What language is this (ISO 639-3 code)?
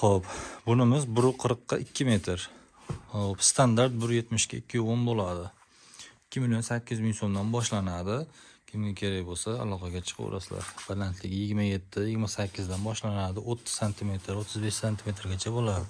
uzb